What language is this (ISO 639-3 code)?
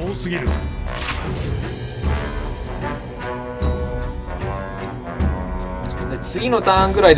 jpn